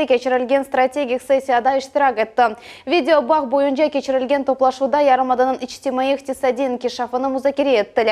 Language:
Crimean Tatar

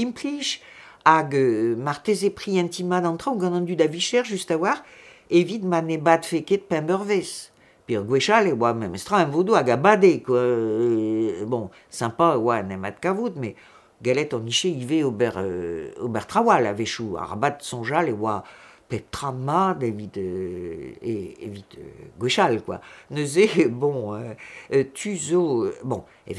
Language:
Breton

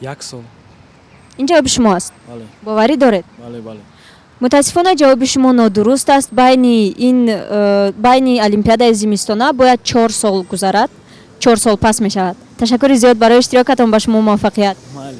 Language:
Tajik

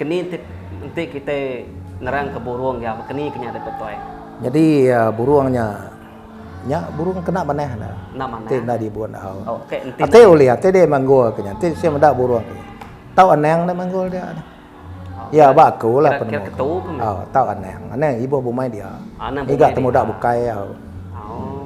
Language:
Iban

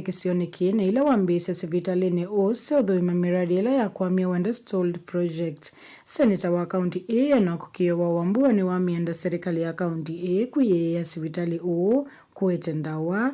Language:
Kamba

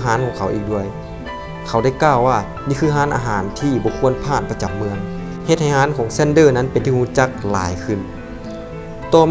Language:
Lao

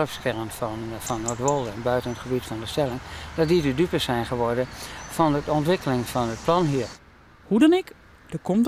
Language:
Western Frisian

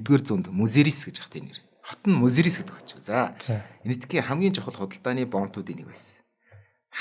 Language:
Mongolian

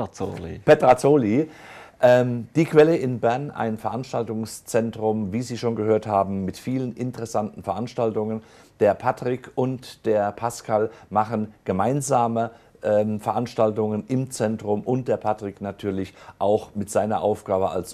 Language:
German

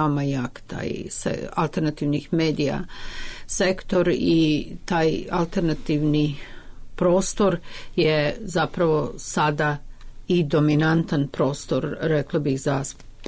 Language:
Serbian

